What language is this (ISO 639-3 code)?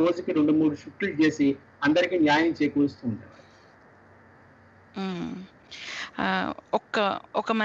tel